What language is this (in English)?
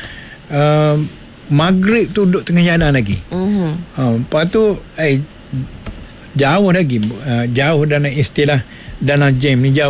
Malay